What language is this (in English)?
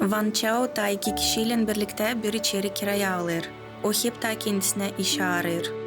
Gagauz